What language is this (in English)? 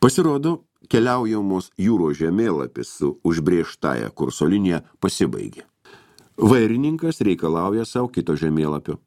Lithuanian